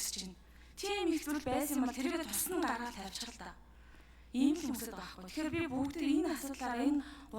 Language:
Mongolian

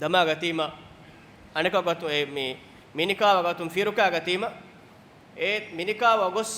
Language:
Divehi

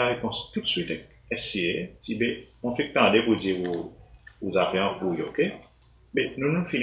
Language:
Seselwa Creole French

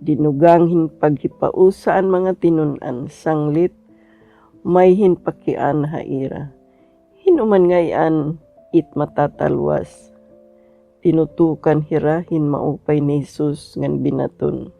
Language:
Waray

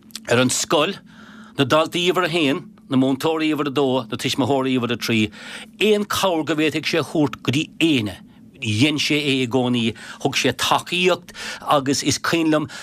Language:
Irish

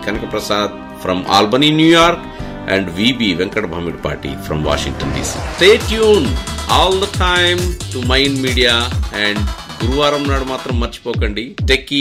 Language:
Telugu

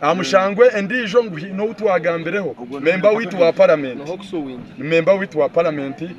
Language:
Nyankole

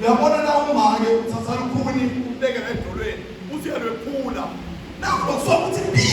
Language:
Zulu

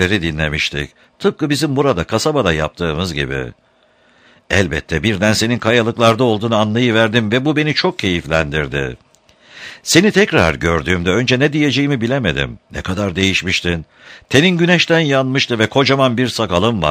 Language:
Turkish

